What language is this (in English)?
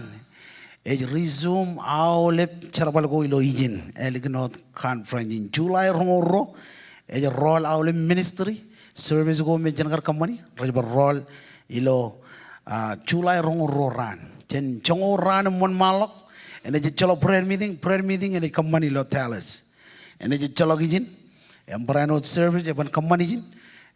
Marshallese